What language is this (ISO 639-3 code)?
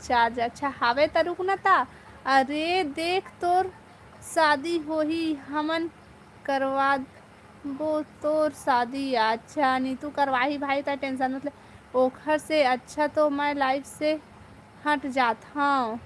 hne